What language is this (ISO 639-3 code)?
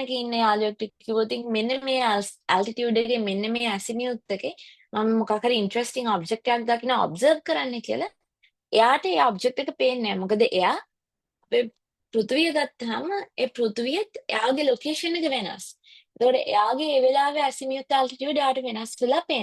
sin